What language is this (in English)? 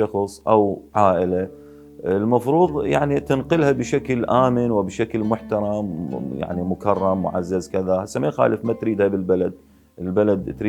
Mesopotamian Arabic